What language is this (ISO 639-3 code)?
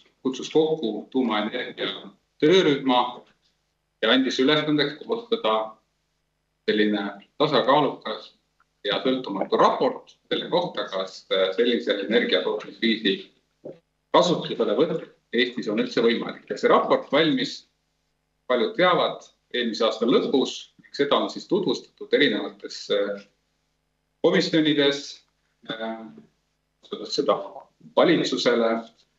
est